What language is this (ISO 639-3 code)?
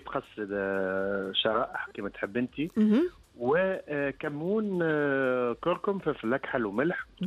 aeb